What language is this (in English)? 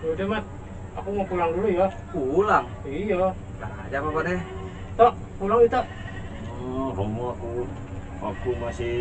Betawi